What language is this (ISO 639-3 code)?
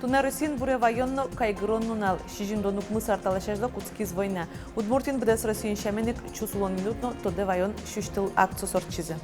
udm